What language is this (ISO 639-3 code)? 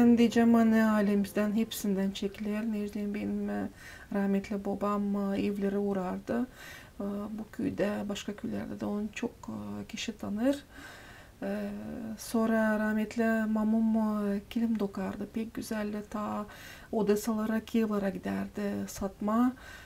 gag